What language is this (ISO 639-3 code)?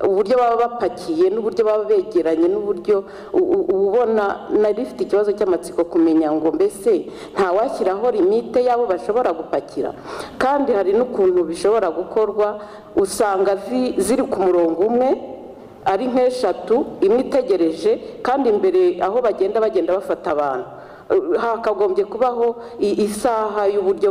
kin